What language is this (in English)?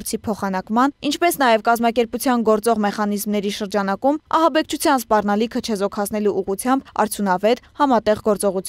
Armenian